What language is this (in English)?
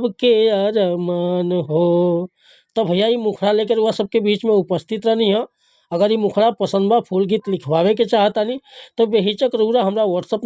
Bhojpuri